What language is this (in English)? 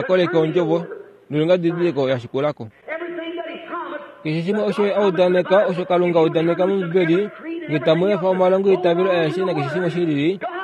Kuanyama